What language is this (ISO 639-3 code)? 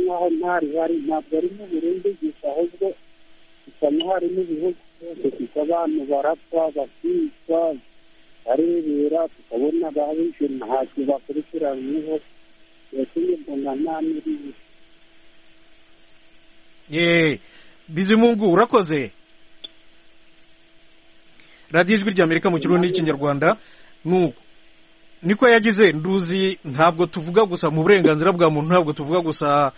kin